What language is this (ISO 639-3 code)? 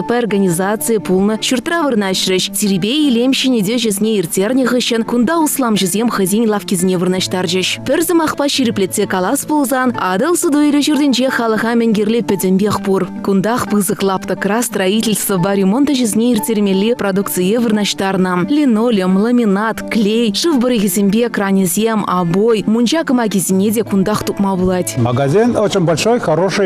chv